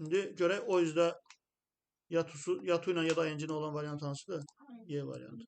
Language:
Azerbaijani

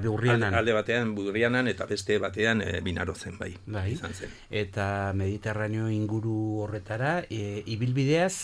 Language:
Basque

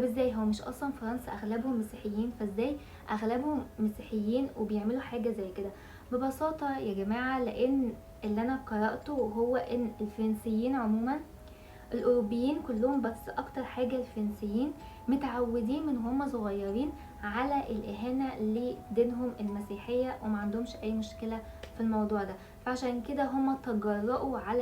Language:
Egyptian Arabic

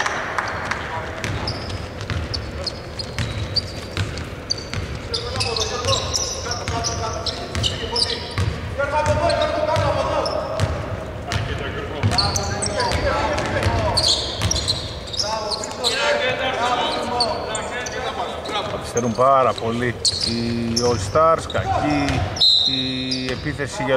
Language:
Greek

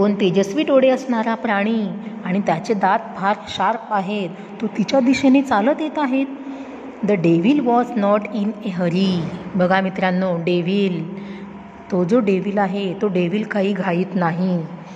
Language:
Marathi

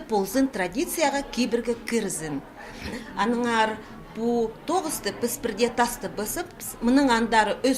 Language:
Khakas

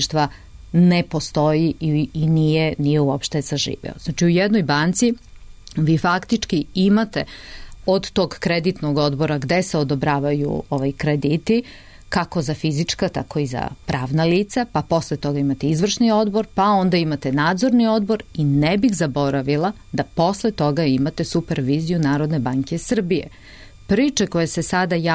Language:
Serbian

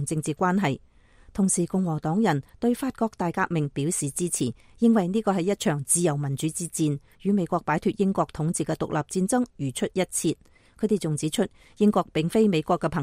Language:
Cantonese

